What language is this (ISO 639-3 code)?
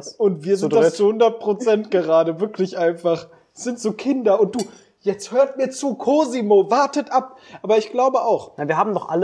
deu